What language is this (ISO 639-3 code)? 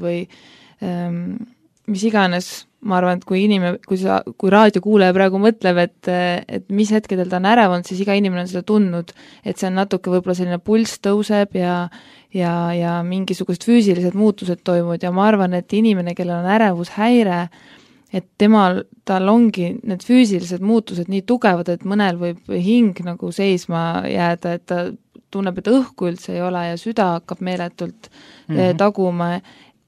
est